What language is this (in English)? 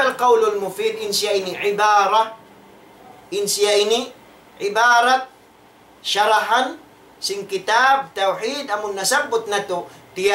Tausug